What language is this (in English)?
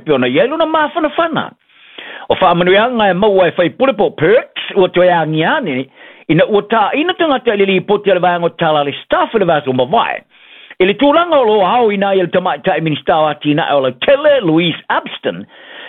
Samoan